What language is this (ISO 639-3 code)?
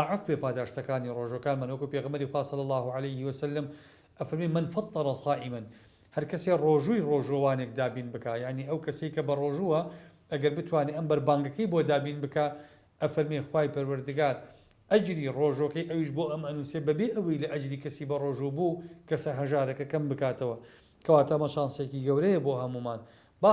ckb